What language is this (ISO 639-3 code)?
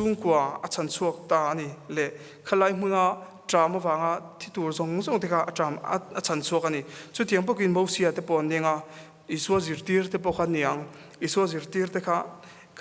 lus